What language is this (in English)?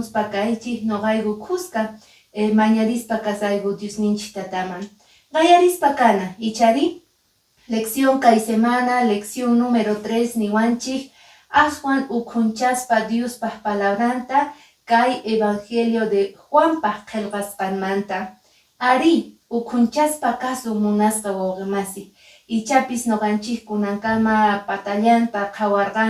Quechua